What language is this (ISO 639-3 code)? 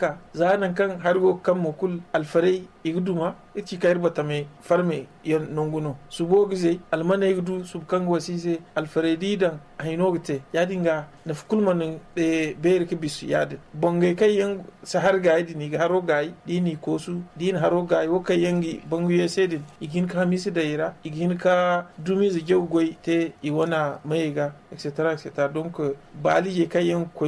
dje